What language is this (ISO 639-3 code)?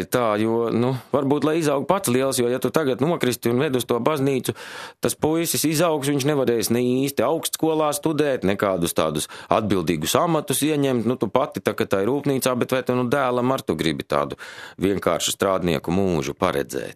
lav